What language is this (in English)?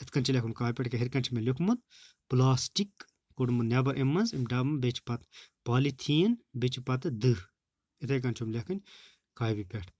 Kashmiri